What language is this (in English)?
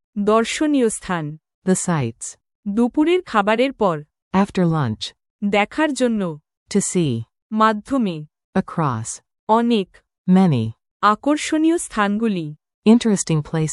Bangla